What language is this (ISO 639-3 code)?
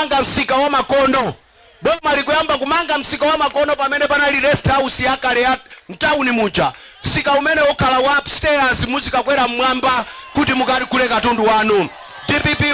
nya